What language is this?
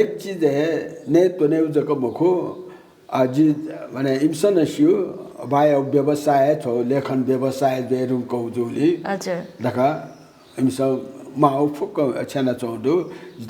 Newari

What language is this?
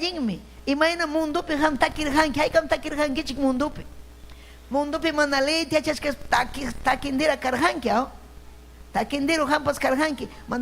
Ayacucho Quechua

